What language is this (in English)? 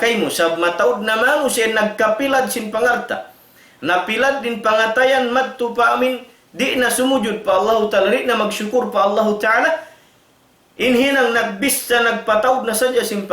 Tausug